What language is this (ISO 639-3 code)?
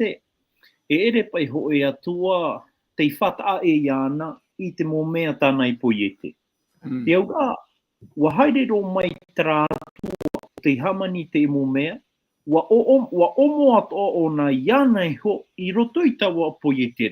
tah